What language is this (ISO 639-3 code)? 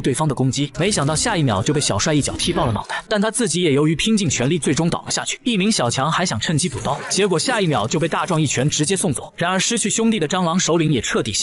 zho